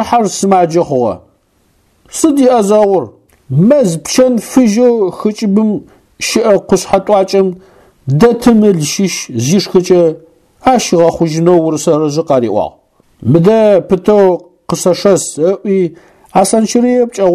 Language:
Adyghe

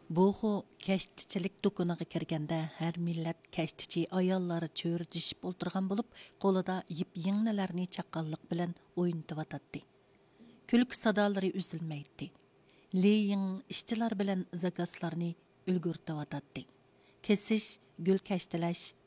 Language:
Uyghur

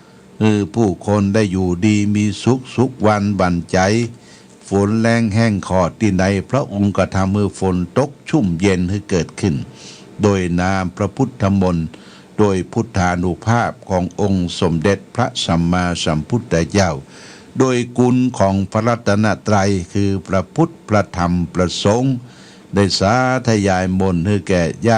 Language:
Pali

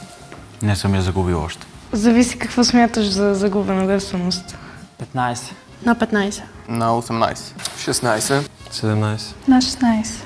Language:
Bulgarian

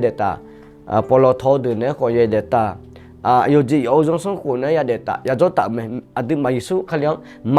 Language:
Akha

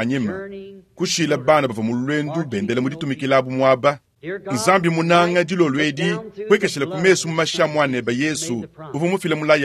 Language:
Luba-Lulua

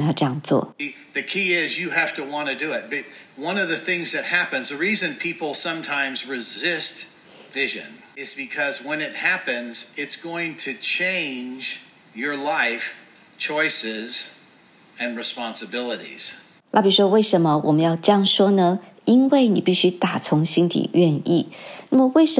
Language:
Chinese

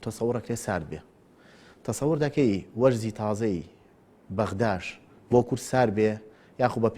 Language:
Central Kurdish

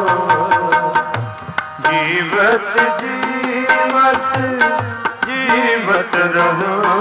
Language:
Punjabi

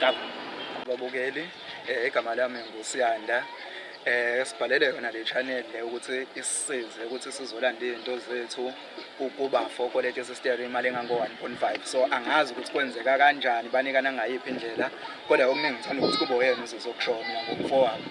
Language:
Zulu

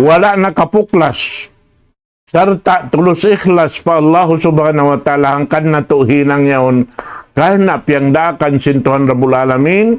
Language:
Tausug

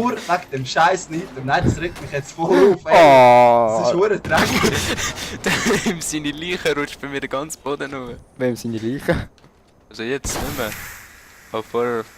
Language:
Swiss German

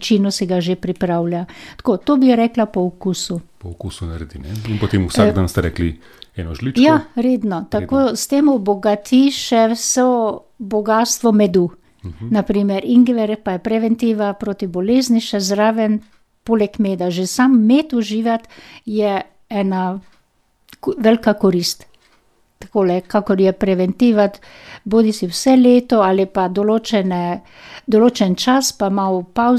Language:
Slovenian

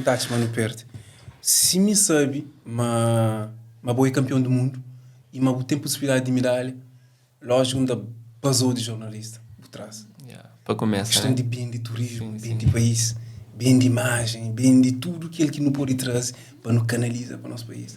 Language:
Kabuverdianu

